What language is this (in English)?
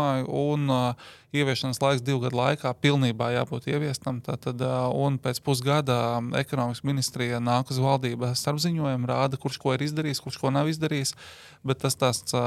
Latvian